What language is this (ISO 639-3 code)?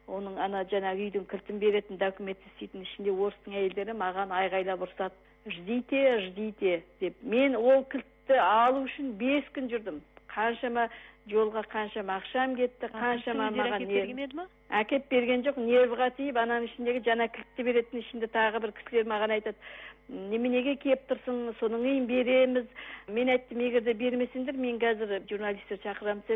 kaz